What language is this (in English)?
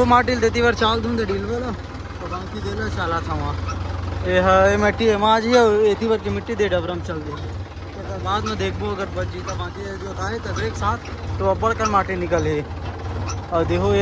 Chhattisgarhi